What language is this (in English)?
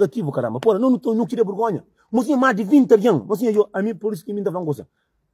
Kabuverdianu